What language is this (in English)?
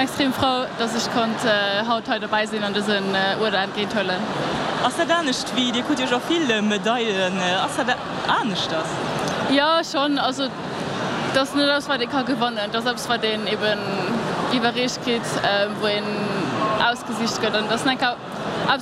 Luxembourgish